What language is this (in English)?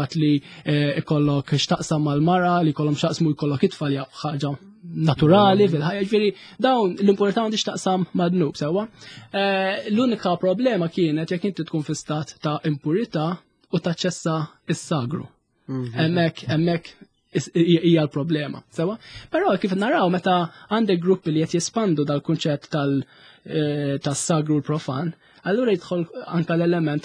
Maltese